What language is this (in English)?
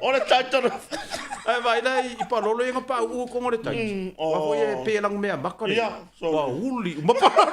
Samoan